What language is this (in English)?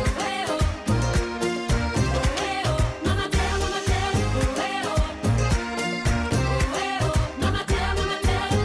French